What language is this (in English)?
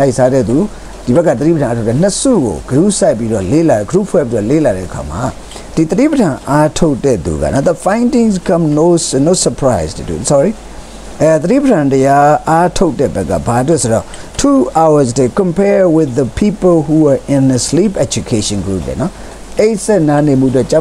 Burmese